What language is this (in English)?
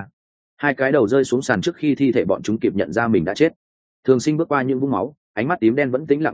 Vietnamese